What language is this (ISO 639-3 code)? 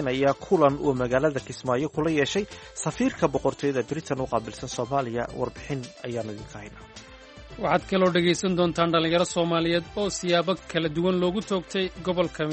som